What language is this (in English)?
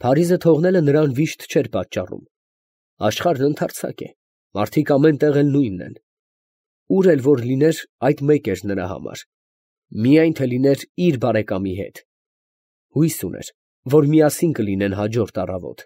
Armenian